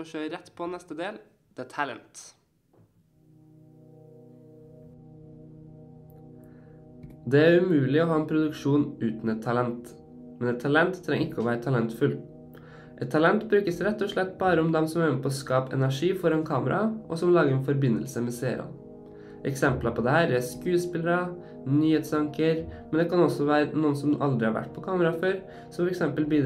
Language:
Norwegian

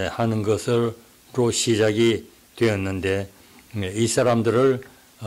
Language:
Korean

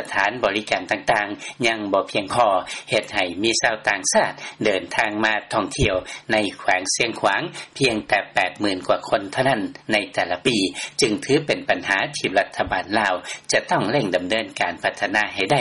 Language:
Lao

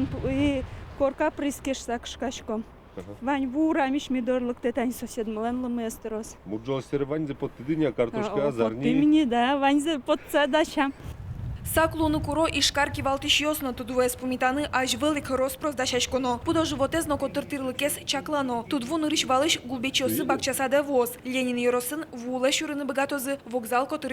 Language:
Udmurt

